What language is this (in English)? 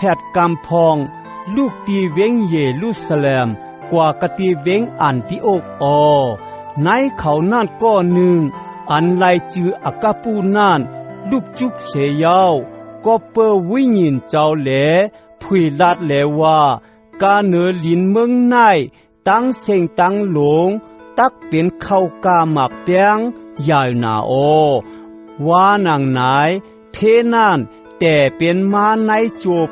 Shan